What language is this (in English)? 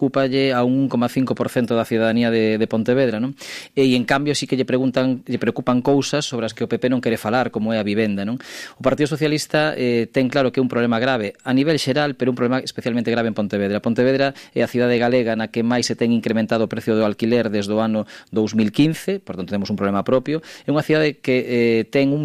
Galician